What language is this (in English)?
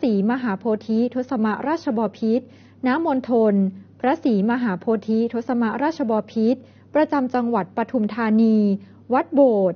Thai